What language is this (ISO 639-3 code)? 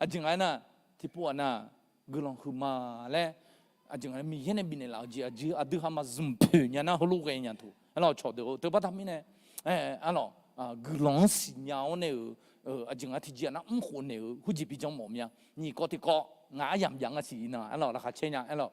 ahk